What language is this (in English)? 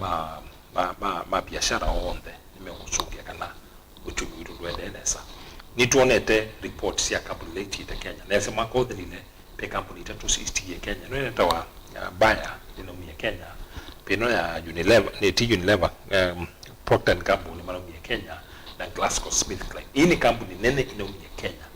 Kamba